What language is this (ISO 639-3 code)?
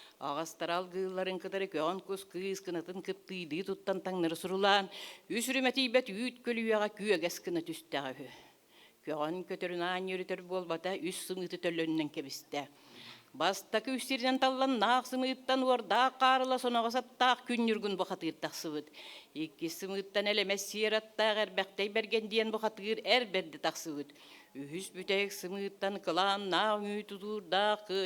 sah